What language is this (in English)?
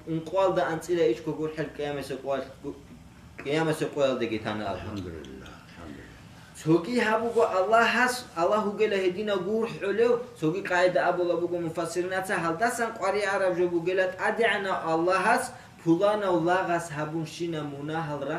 Avaric